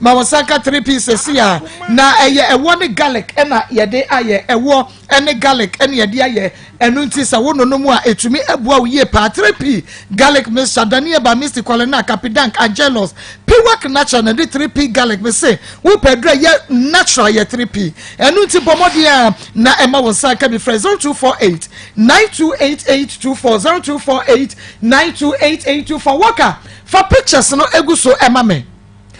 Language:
Akan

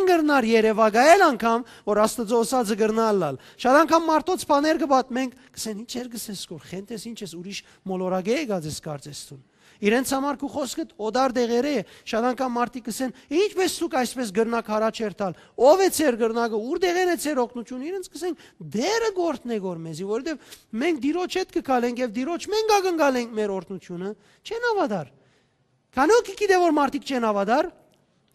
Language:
Western Armenian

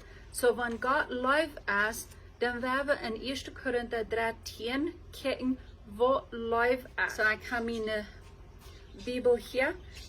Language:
Plautdietsch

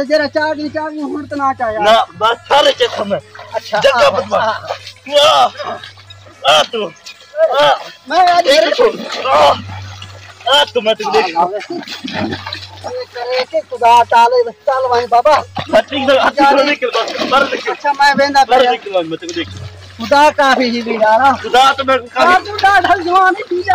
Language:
Saraiki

